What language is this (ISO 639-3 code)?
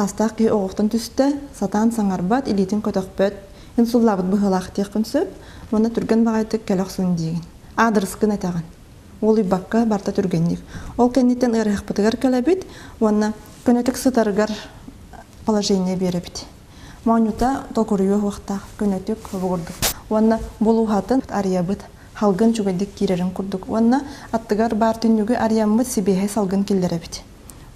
sah